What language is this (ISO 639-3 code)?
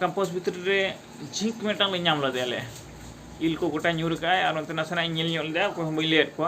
sat